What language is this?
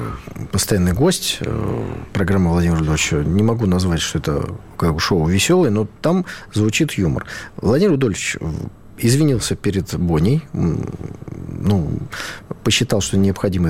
Russian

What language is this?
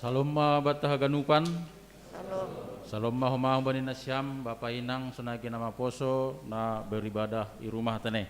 Batak Simalungun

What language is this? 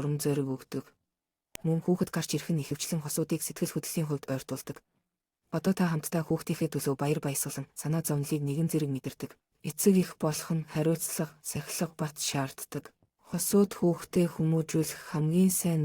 Mongolian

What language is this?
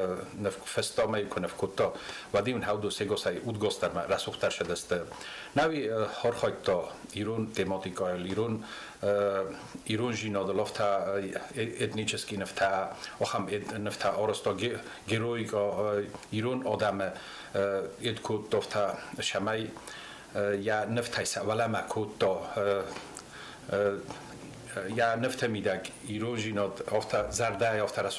Ossetic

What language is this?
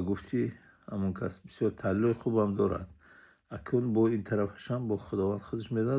Tajik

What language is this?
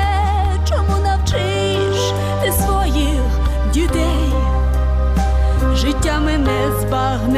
Ukrainian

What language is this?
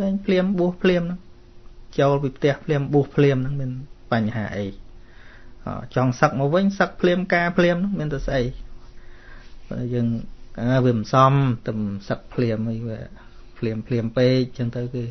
Khmer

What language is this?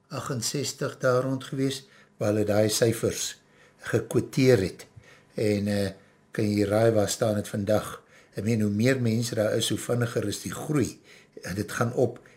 Afrikaans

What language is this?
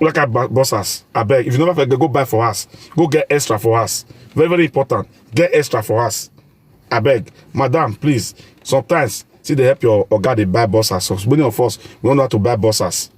Nigerian Pidgin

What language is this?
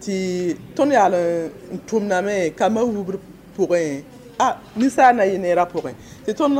Mossi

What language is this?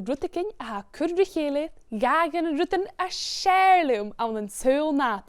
Scottish Gaelic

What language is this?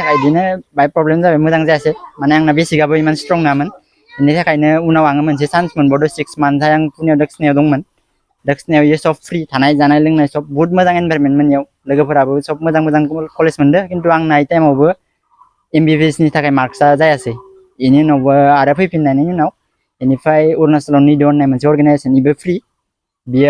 Bodo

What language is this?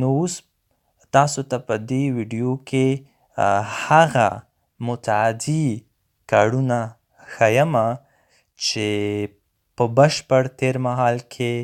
Pashto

